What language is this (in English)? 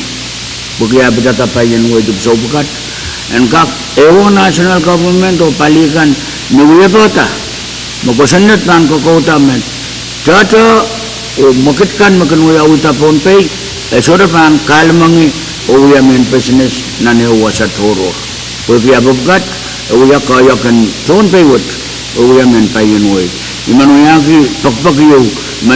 Pohnpeian